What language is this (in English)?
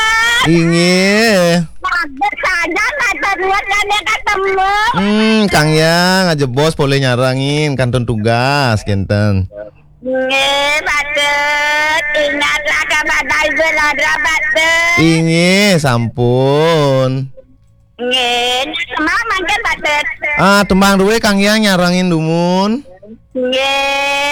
Balinese